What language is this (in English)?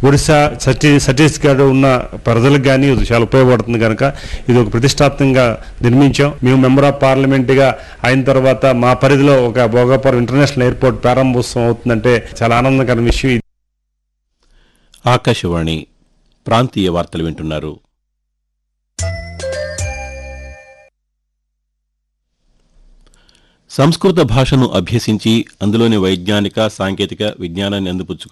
Telugu